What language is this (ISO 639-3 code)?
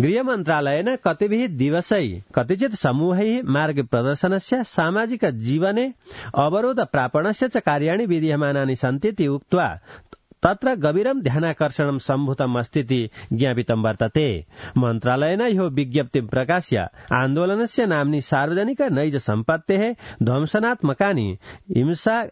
san